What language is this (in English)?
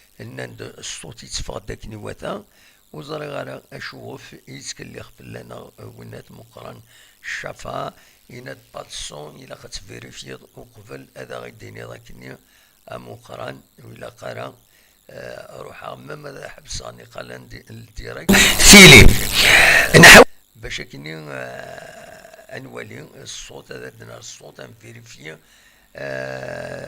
Kabyle